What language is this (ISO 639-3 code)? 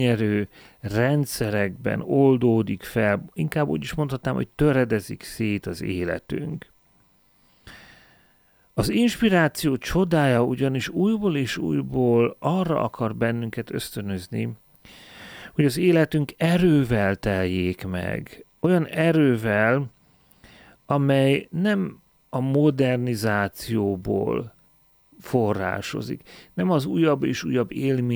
hun